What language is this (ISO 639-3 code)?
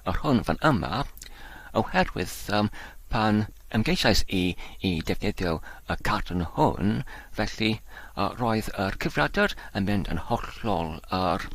cym